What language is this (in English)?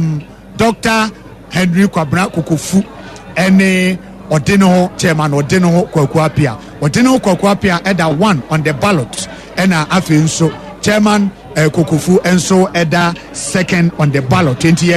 Akan